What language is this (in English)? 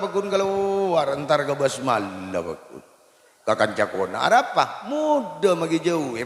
Madurese